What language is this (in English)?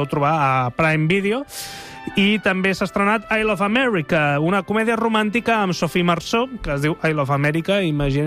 Catalan